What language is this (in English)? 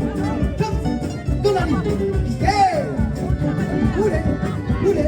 Réunion Creole French